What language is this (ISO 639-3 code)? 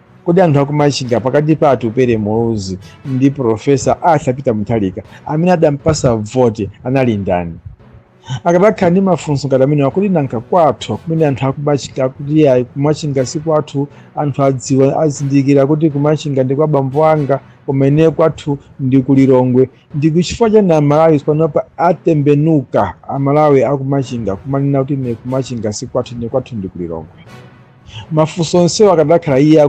nya